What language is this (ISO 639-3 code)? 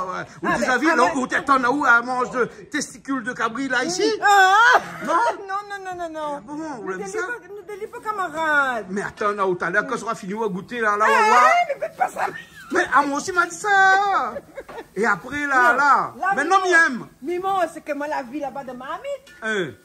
rcf